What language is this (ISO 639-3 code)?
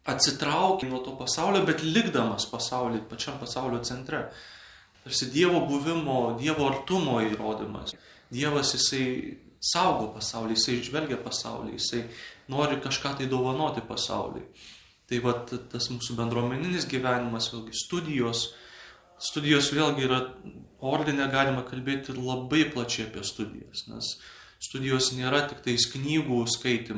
lit